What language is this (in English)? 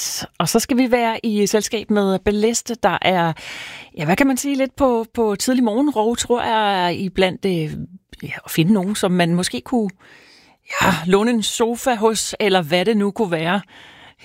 Danish